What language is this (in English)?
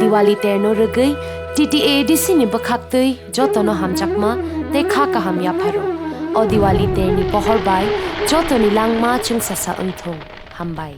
Kok Borok